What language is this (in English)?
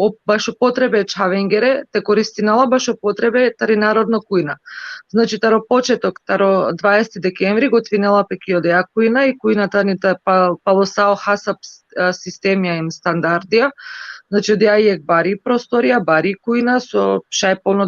Balkan Romani